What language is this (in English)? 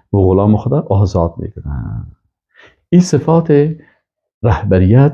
Persian